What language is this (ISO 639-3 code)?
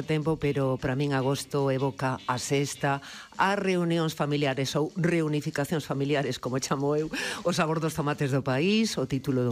glg